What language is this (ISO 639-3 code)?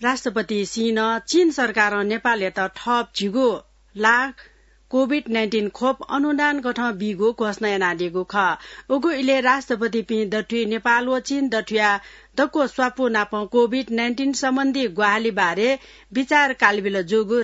new